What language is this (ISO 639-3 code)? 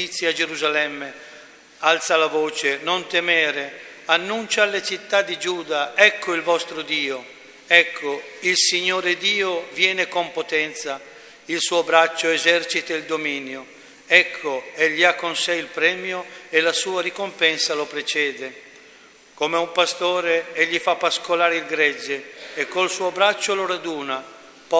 ita